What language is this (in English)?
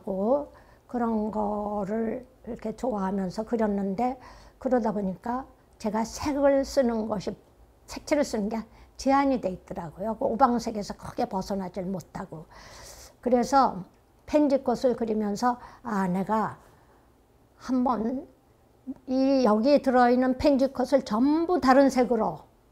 Korean